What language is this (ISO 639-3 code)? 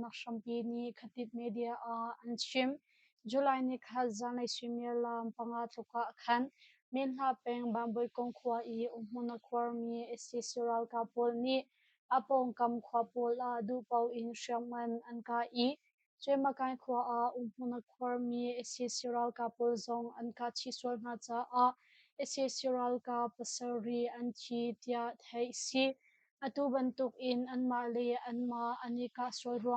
cnh